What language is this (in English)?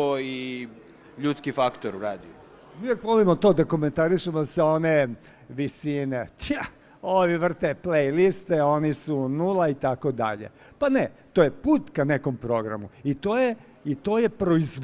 Serbian